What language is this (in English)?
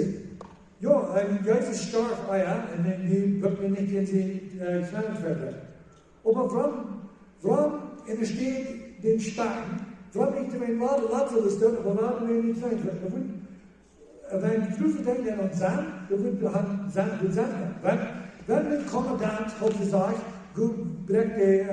Plautdietsch